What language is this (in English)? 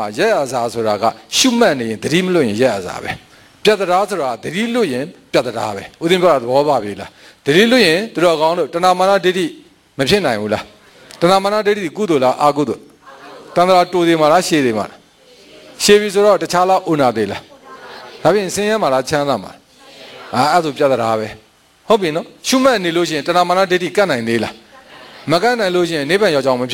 Burmese